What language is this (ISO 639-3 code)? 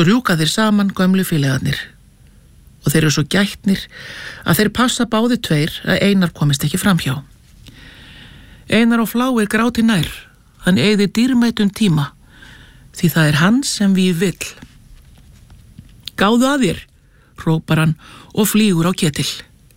isl